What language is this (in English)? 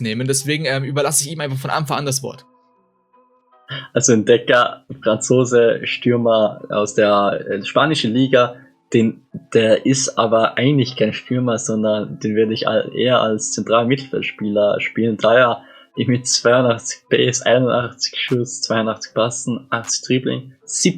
German